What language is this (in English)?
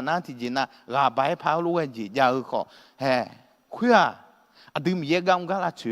Akha